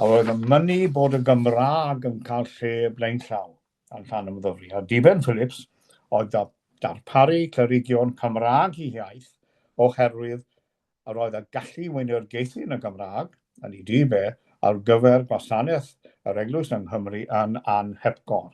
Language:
Welsh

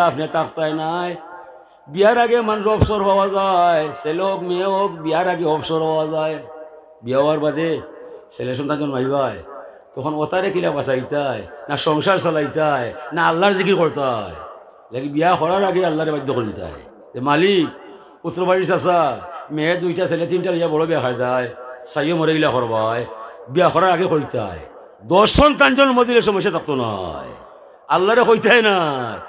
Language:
Sylheti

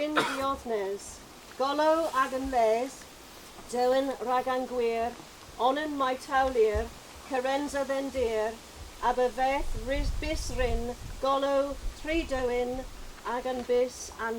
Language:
Cornish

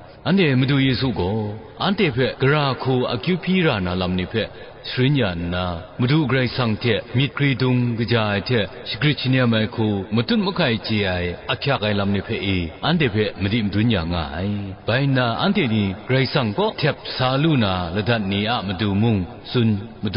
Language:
Kachin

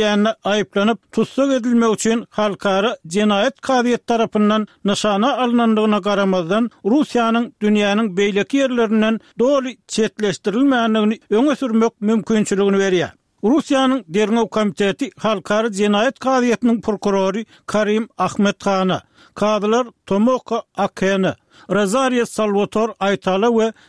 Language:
Turkmen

